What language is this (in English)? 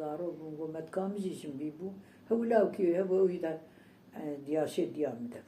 Kurdish